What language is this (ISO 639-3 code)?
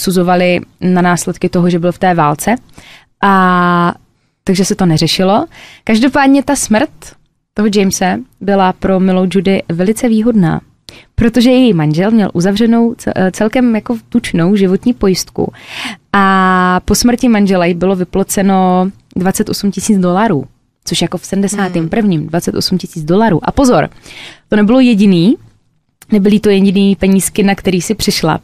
ces